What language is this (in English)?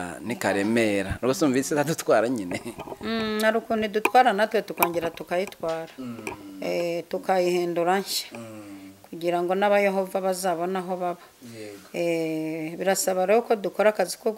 Kinyarwanda